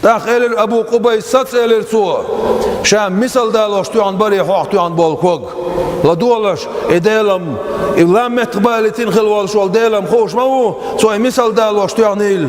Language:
Chechen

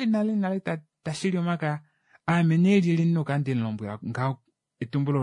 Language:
Kuanyama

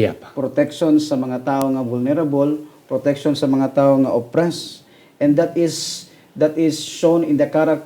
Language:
Hiligaynon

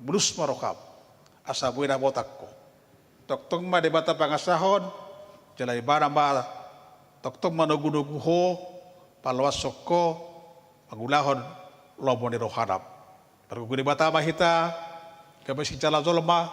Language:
Batak Toba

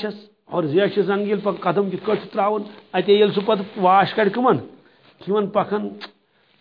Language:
Kashmiri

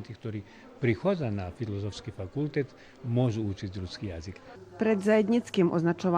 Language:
Rusyn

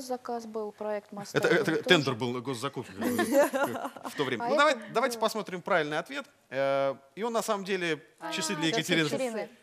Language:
Russian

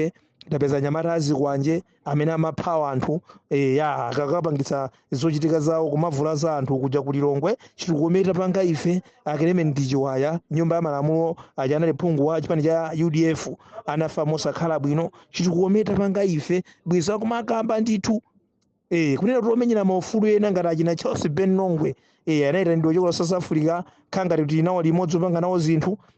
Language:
Nyanja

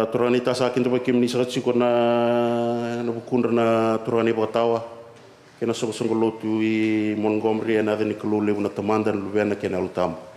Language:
Fijian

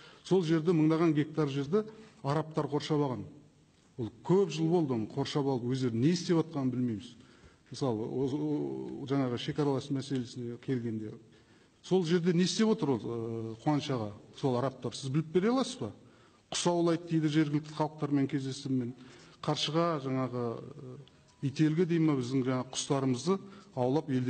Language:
Kazakh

